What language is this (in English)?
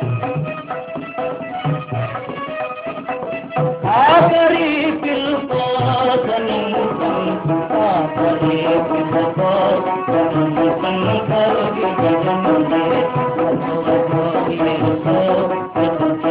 Telugu